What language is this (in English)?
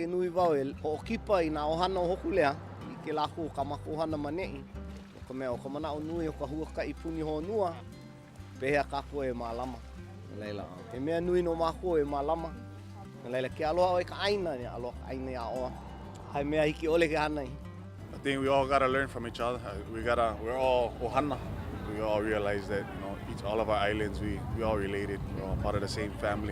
Hawaiian